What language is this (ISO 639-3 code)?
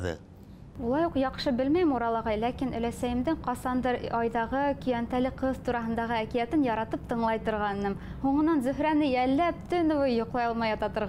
bak